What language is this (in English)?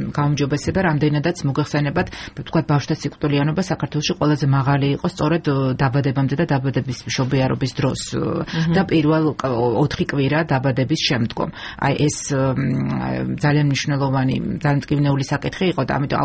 Georgian